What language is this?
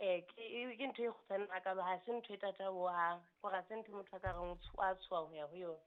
Southern Sotho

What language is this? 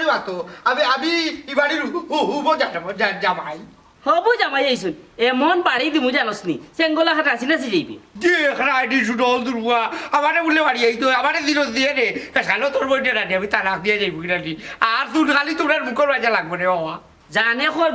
Sylheti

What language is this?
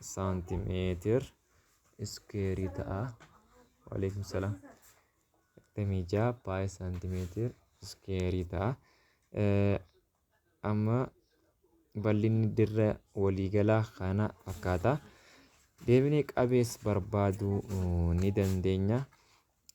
Oromo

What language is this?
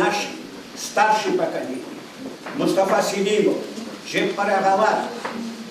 Crimean Tatar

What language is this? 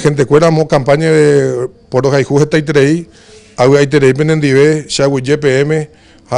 Guarani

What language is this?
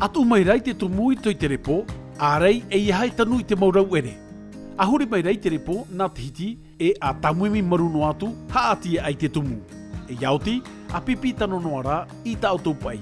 Tahitian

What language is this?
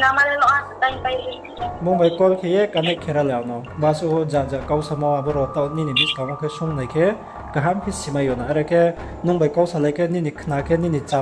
Riang (India)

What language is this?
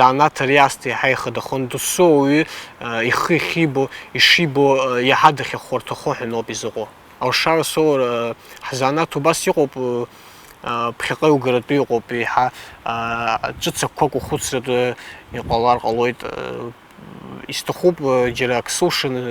Abkhazian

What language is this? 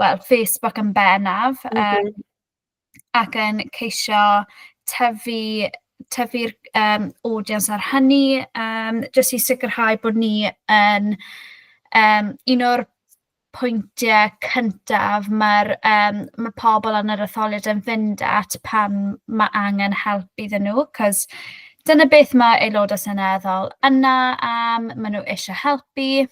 Welsh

